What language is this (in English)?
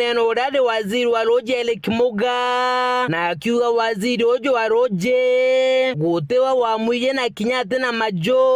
Meru